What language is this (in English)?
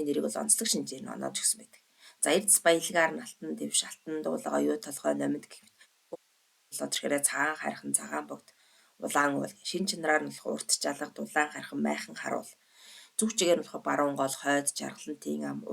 Mongolian